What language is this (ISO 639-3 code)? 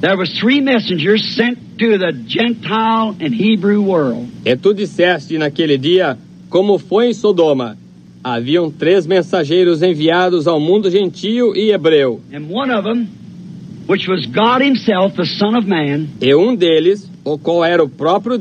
por